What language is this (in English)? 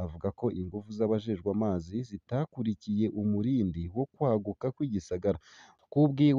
Rundi